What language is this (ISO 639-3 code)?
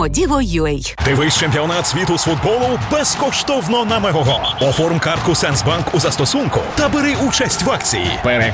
ukr